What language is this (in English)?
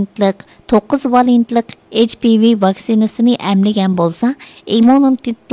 Uyghur